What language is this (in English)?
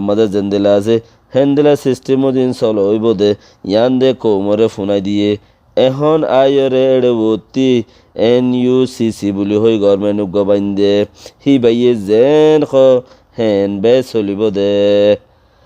Rohingya